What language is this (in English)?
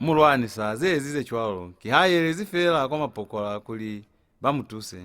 Lozi